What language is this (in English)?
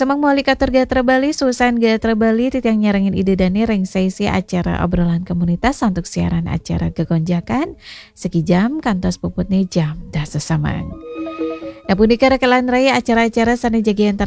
Balinese